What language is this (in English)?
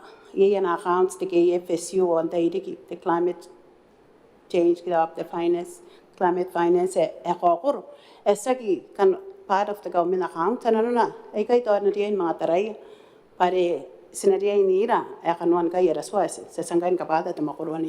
Gilbertese